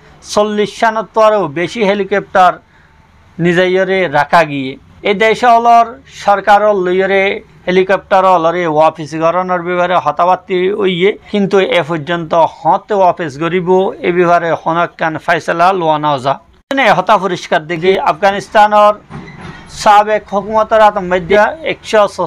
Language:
Rohingya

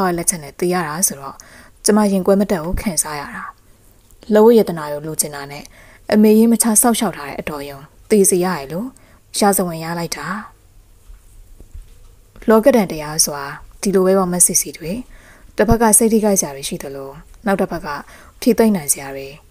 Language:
Burmese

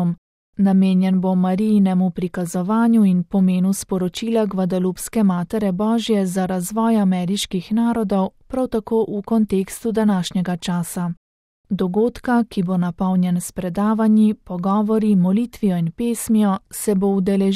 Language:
Slovenian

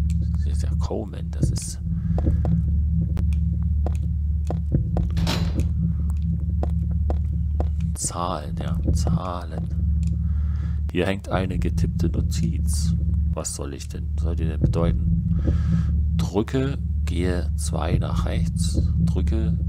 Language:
German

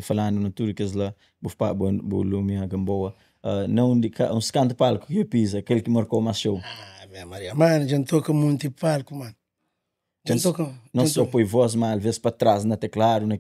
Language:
Kabuverdianu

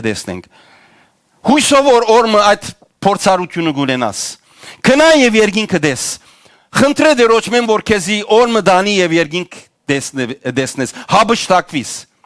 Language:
Western Armenian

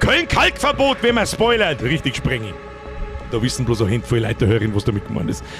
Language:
Bavarian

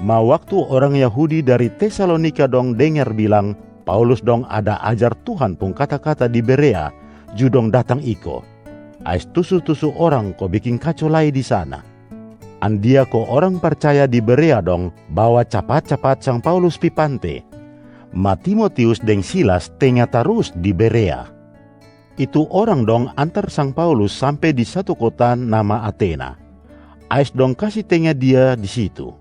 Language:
Kupang Malay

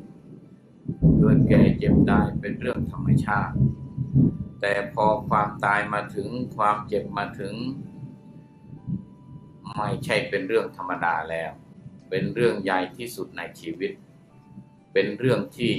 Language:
Thai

